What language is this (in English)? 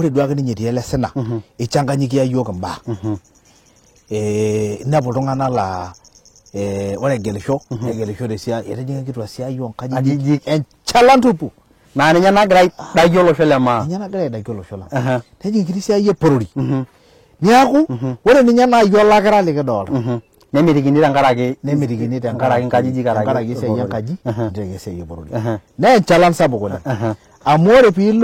Masai